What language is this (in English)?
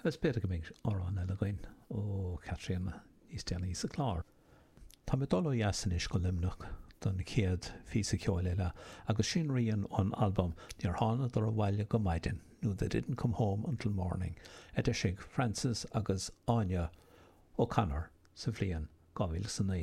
Irish